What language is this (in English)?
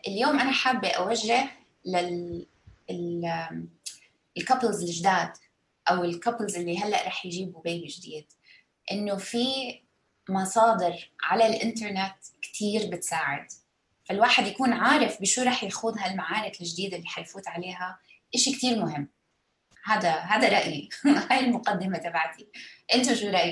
North Levantine Arabic